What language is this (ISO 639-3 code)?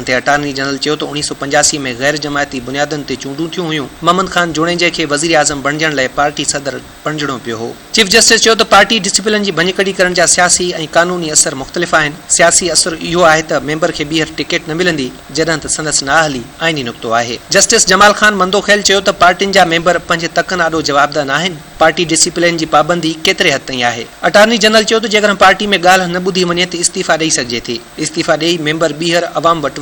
snd